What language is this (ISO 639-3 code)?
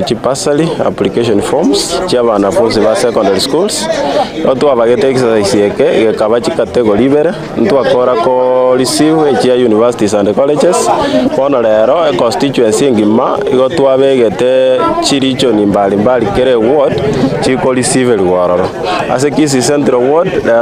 guz